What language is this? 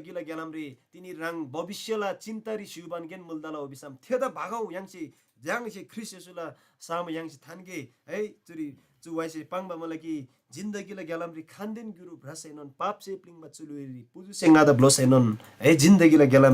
Eastern Tamang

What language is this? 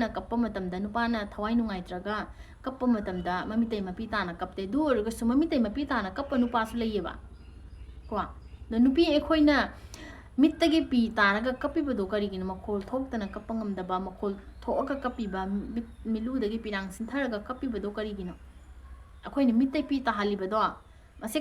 Manipuri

